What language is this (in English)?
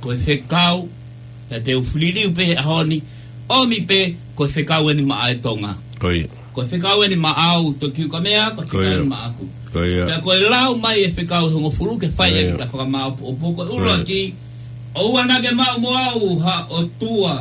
Tongan